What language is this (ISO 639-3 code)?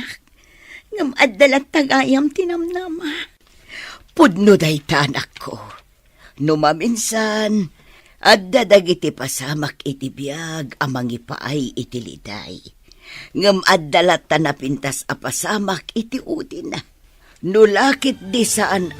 ilo